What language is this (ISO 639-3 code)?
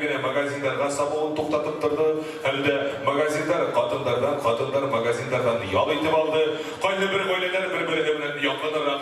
bak